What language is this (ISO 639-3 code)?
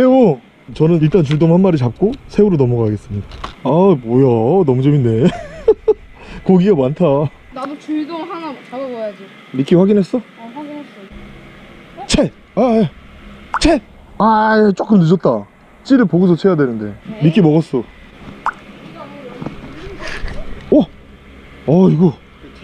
kor